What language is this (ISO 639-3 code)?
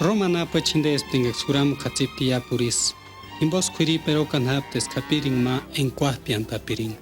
tsz